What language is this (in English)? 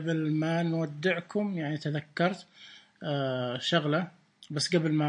Najdi Arabic